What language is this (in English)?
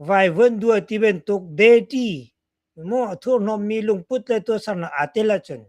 Hakha Chin